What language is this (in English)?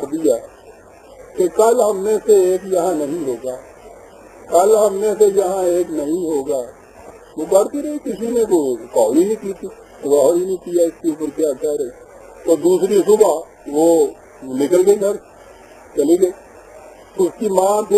Urdu